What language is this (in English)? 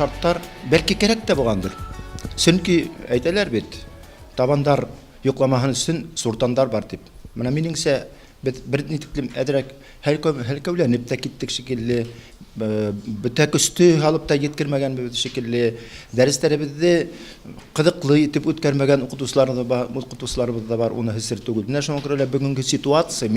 Bashkir